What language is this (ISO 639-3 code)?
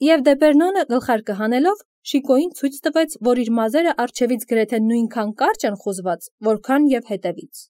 hye